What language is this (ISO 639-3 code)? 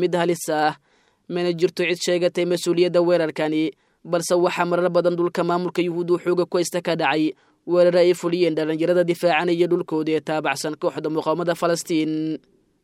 som